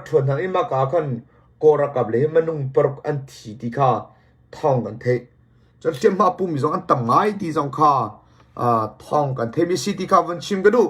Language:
Hakha Chin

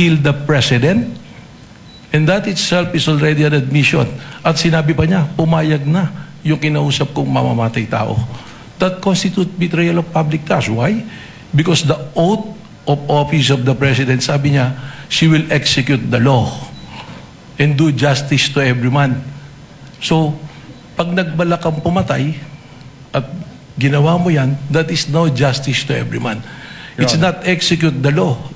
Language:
Filipino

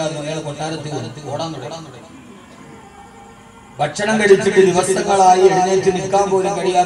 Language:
Malayalam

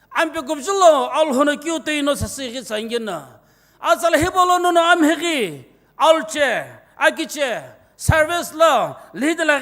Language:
Sumi Naga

